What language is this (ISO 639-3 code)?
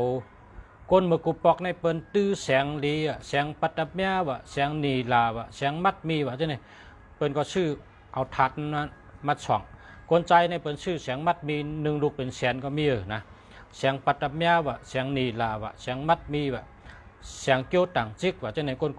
shn